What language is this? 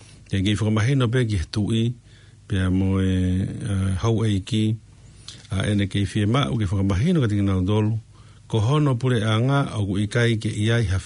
Tongan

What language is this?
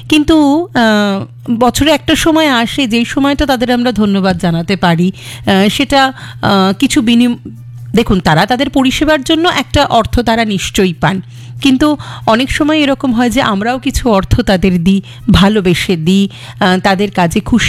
Bangla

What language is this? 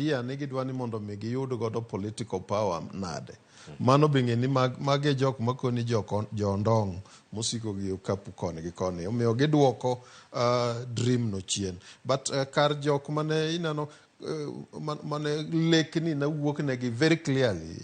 Luo (Kenya and Tanzania)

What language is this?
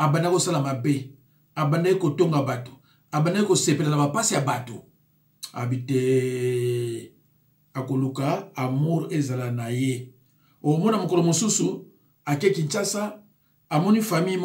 Lingala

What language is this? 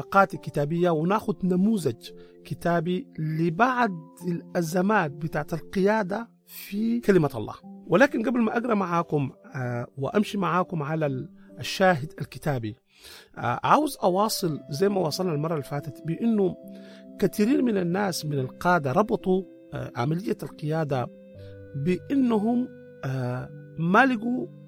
Sudanese Arabic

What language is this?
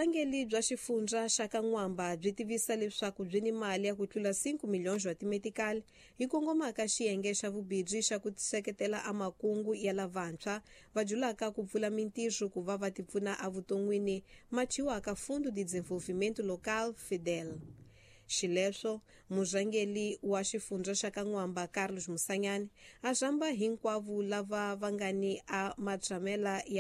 Tsonga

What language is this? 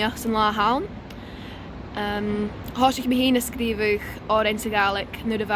Scottish Gaelic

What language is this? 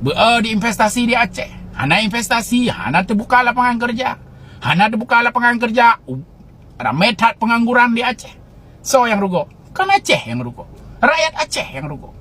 Achinese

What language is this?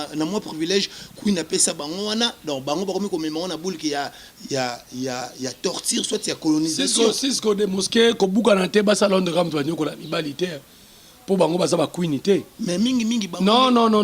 Lingala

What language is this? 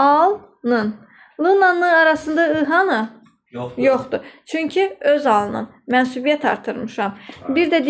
Azerbaijani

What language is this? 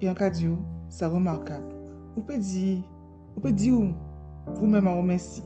Guadeloupean Creole French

